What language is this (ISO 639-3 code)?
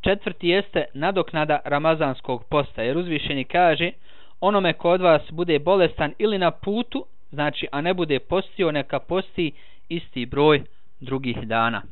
bos